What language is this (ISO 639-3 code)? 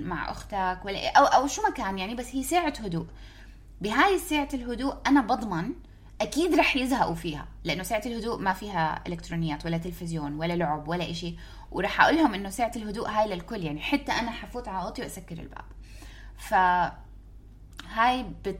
apc